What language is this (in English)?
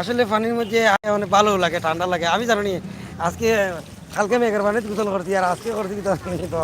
Sylheti